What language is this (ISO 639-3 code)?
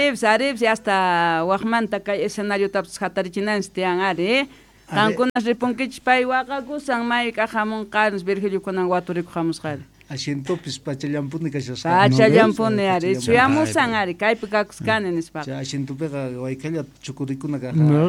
quh